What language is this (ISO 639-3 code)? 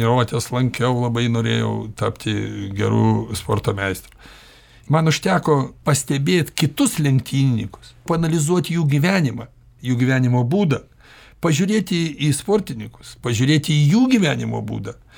lit